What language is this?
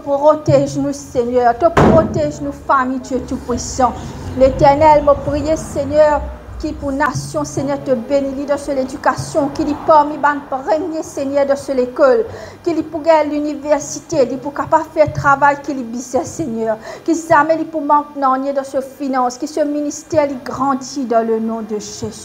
Morisyen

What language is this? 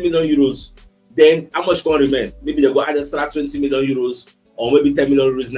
Nigerian Pidgin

